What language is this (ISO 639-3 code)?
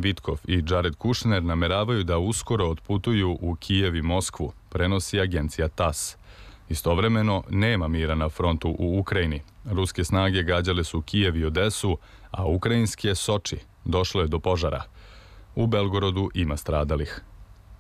srp